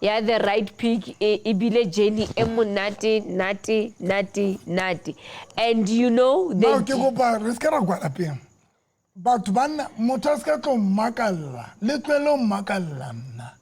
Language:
Southern Sotho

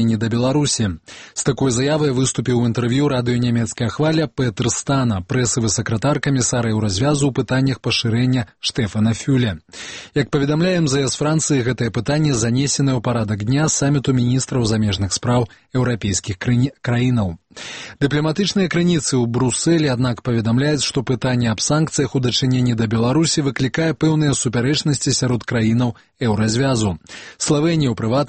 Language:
Belarusian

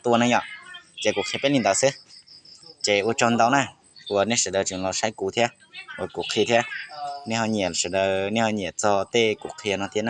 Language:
Hmong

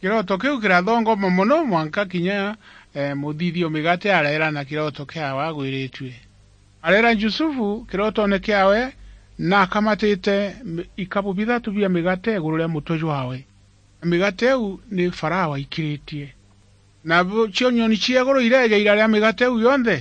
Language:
Meru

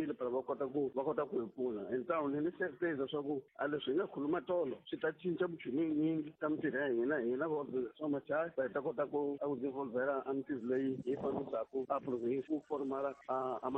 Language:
Tsonga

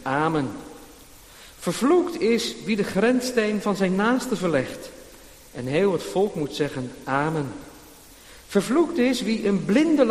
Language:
Dutch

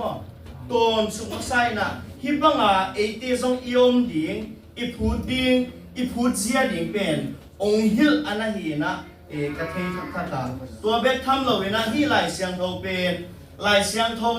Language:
Tedim Chin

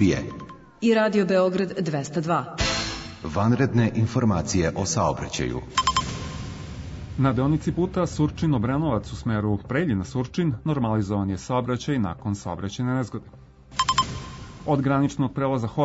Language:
Serbian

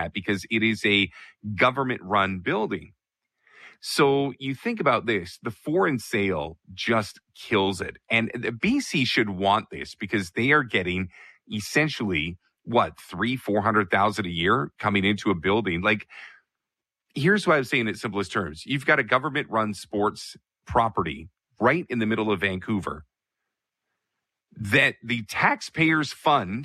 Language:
English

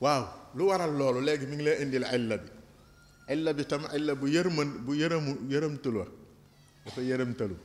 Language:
Wolof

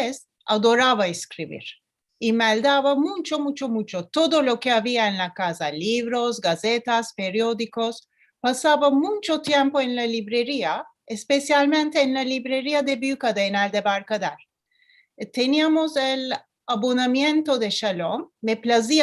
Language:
Ladino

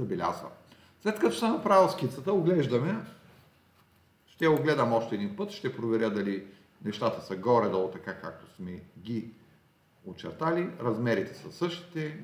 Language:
Bulgarian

